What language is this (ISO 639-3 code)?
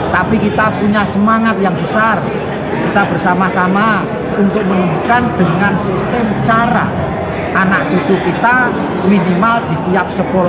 ind